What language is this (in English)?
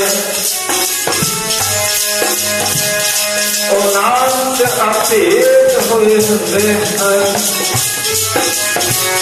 Punjabi